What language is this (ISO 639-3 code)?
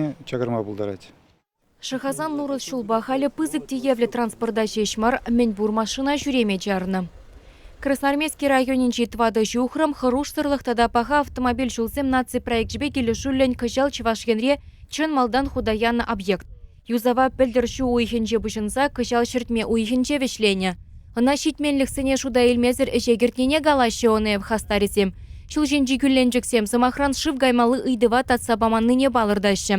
chv